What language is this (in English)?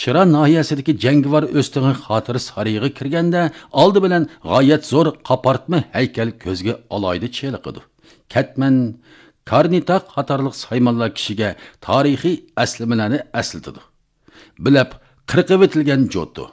Uyghur